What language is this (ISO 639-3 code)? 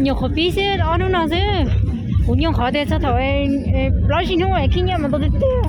hmn